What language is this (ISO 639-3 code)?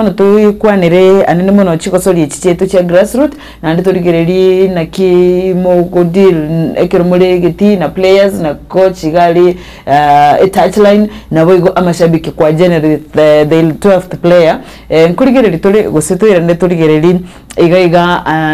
guz